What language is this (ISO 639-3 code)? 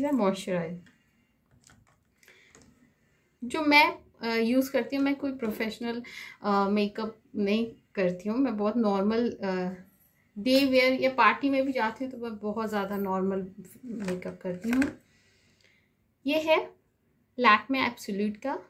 hin